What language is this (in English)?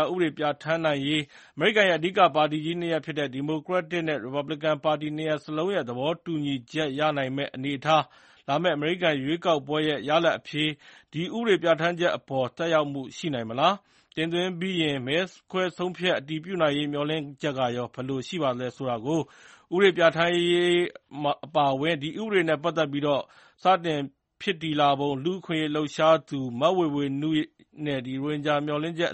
Burmese